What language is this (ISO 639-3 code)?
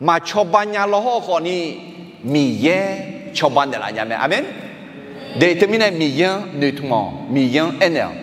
ahk